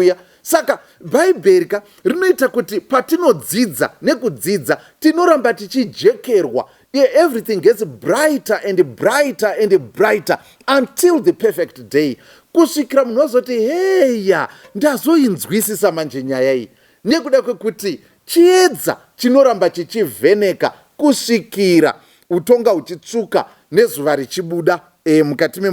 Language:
Shona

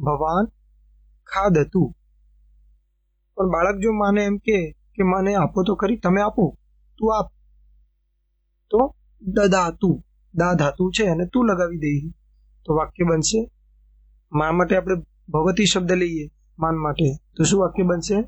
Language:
Gujarati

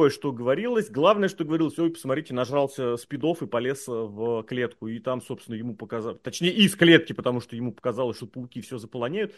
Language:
Russian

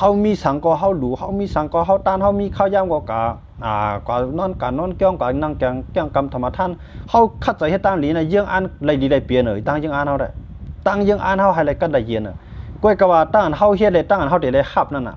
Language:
Shan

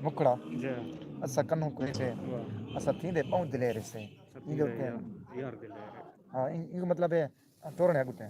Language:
Saraiki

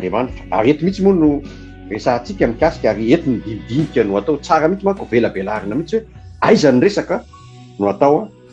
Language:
Malagasy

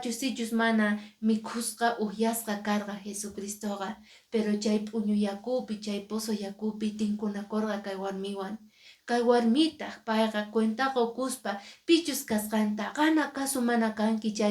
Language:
Quechua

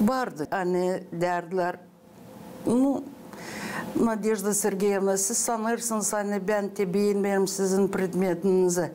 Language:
Gagauz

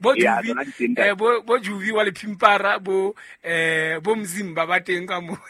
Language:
Southern Sotho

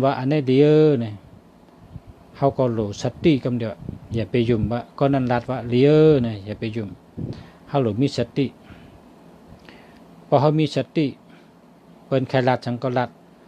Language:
Shan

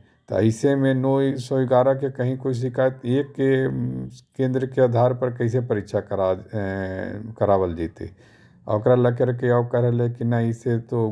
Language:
Magahi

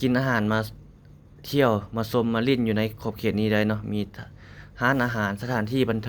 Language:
Lao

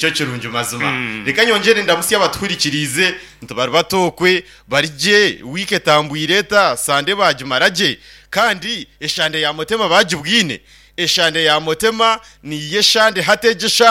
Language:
Nyankole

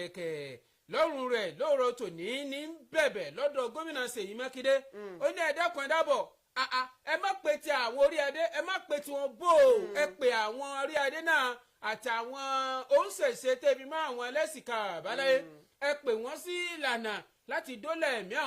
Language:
Yoruba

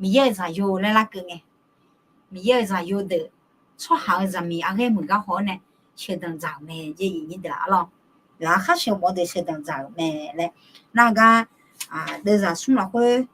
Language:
Akha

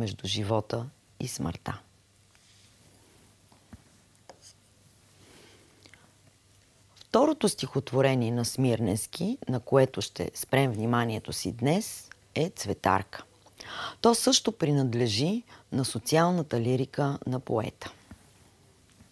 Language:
Bulgarian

